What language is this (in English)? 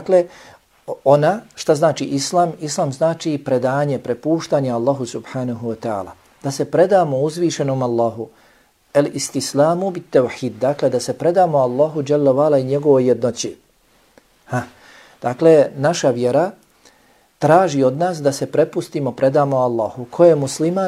Bosnian